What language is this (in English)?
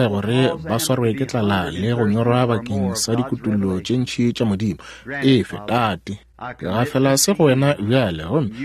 Northern Sotho